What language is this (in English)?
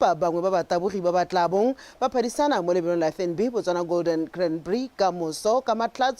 Tswana